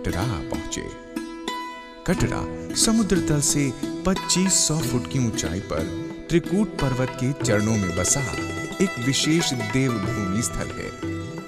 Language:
Hindi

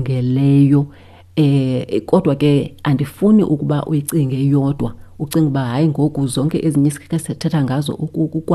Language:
Xhosa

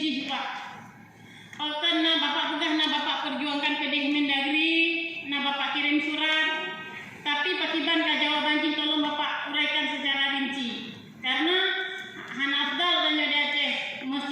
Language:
Achinese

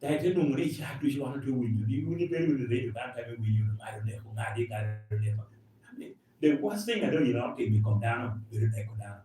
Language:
Lango (Uganda)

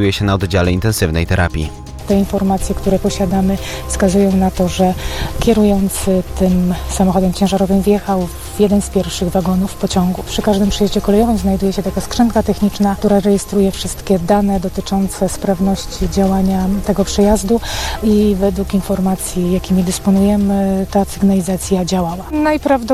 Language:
Polish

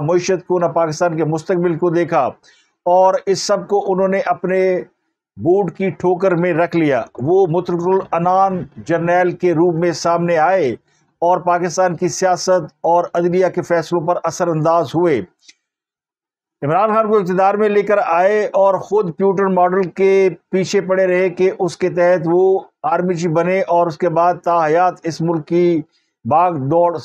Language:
Urdu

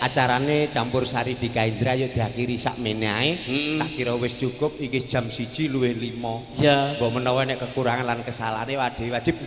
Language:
Javanese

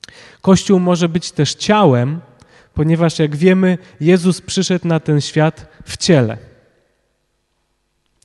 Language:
Polish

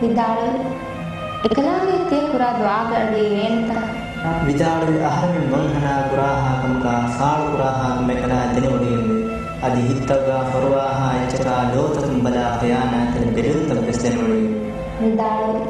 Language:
Divehi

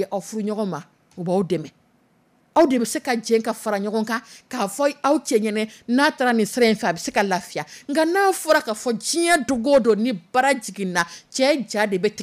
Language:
Dyula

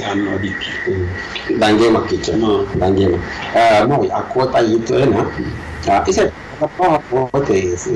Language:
Sidamo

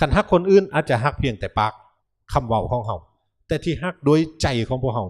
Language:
Lao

